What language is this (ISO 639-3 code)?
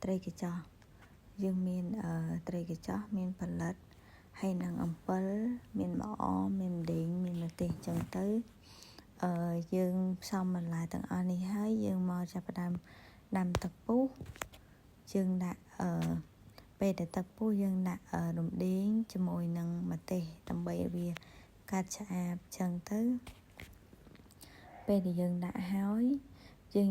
khm